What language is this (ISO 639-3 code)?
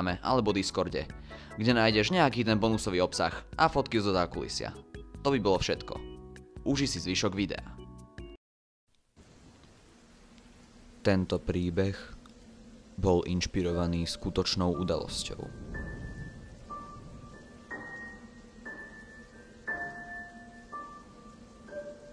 slk